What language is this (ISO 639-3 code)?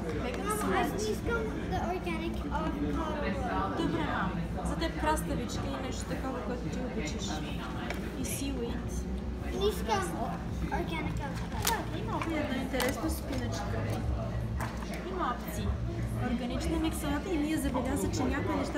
bul